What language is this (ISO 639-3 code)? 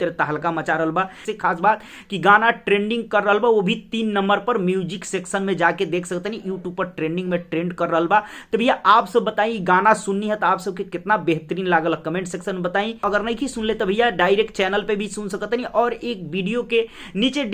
bho